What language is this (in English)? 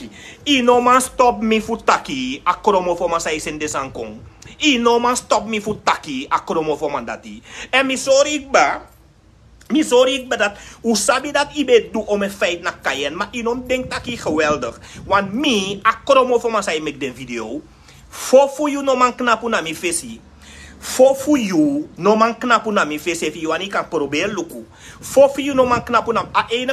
Sranan Tongo